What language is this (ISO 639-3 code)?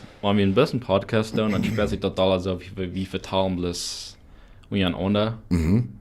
pdt